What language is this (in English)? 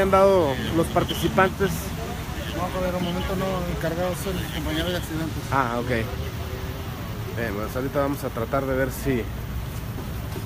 Spanish